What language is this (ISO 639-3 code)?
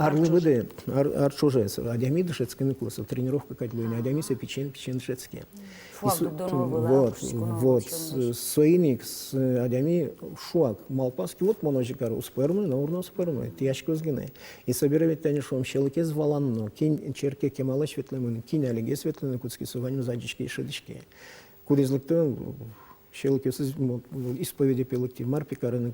udm